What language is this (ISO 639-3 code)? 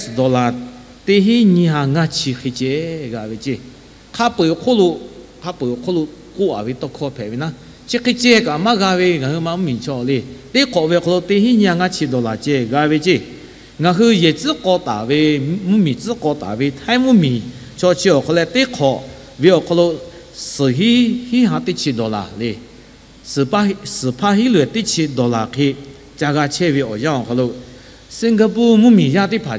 lhu